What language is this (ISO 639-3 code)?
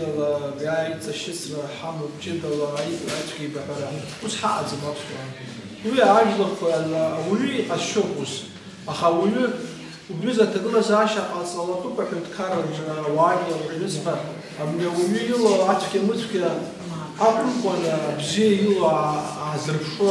abk